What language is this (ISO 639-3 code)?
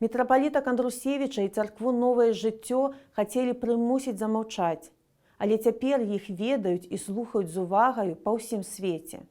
bel